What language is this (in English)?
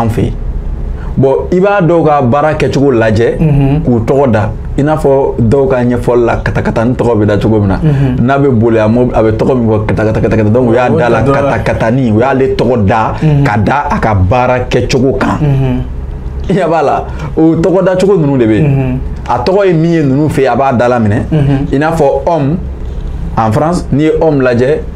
Bambara